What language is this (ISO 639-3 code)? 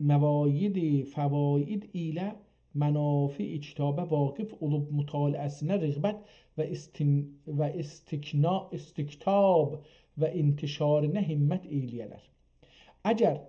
azb